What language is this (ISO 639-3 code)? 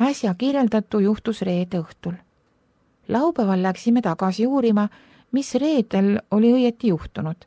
est